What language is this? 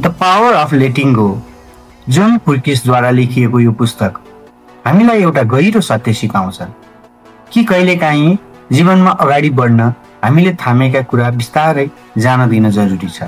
Nepali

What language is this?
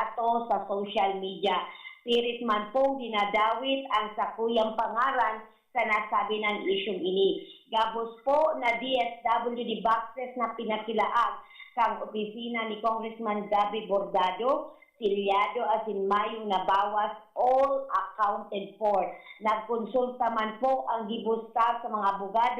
Bikol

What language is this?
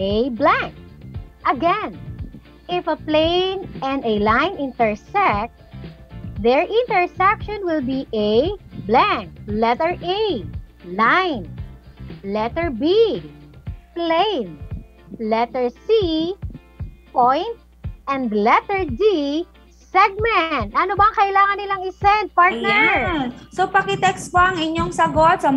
Filipino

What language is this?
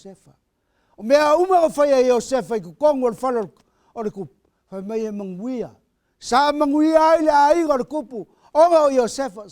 Samoan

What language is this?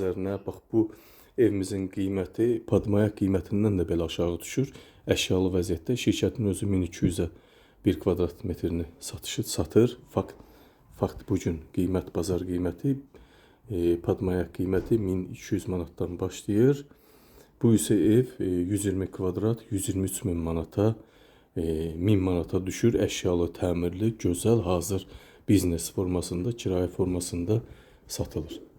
Azerbaijani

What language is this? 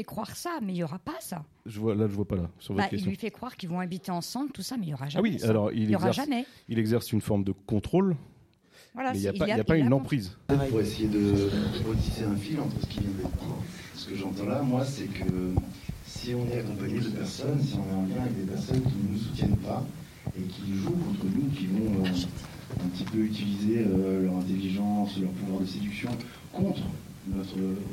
French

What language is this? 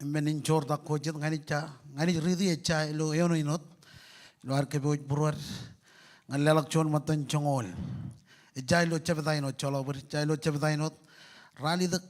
Marshallese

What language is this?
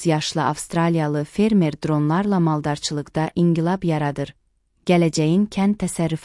Azerbaijani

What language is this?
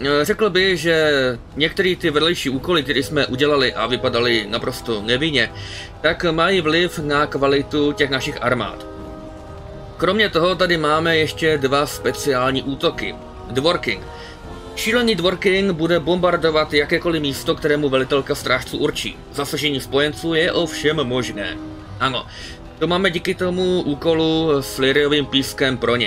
Czech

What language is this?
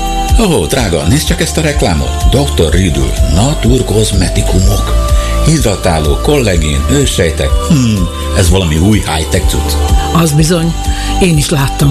Hungarian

